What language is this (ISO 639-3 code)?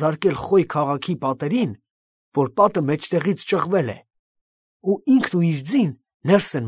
hye